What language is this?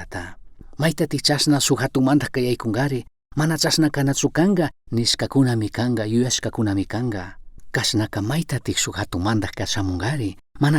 Chimborazo Highland Quichua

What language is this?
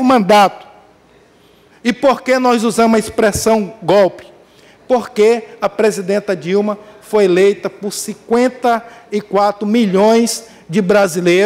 Portuguese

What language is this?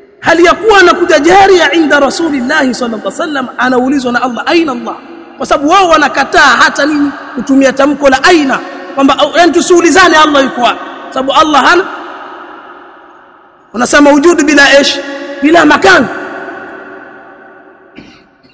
Swahili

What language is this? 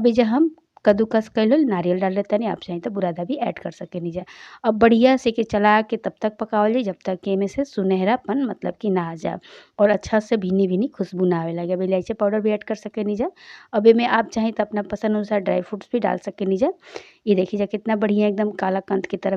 Bhojpuri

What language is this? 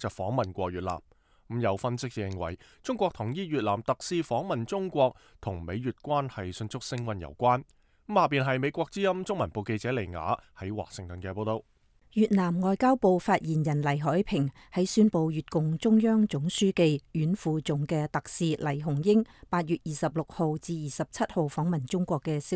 Cantonese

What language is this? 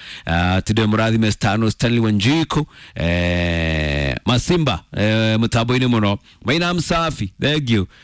Kikuyu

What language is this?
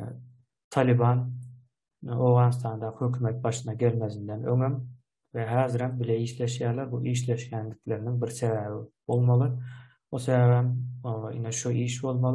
Turkmen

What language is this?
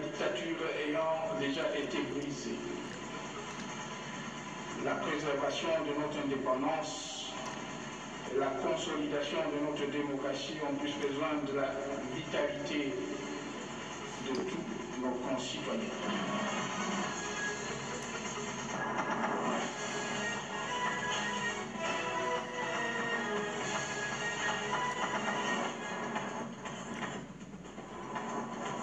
French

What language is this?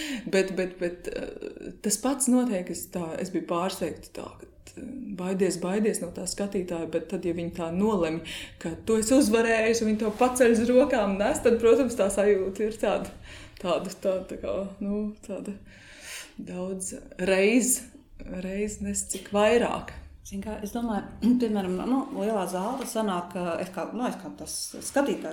Latvian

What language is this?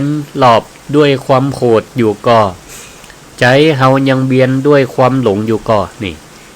Northern Thai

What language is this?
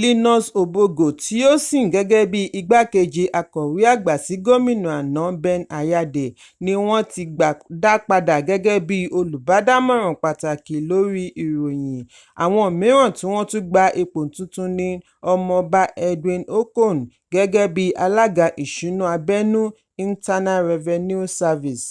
Yoruba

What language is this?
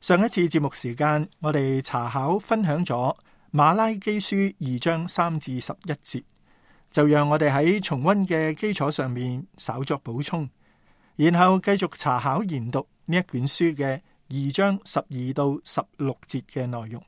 Cantonese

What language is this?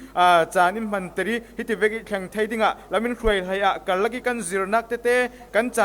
Falam Chin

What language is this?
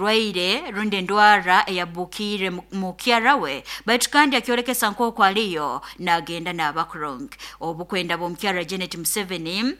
Nyoro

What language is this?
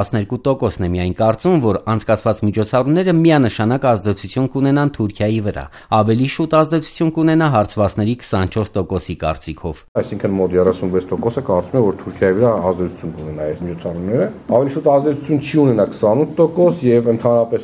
Armenian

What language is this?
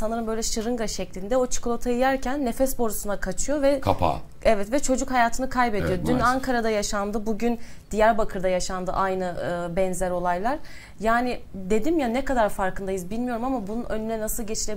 Turkish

